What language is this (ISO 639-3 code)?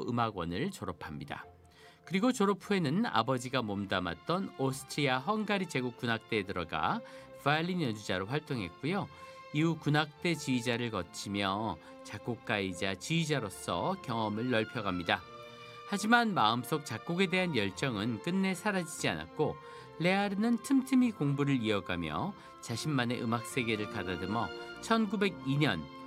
kor